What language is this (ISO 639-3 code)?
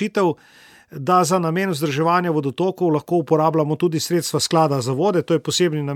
slv